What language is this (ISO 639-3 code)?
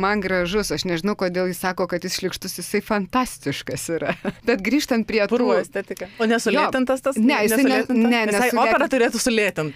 lit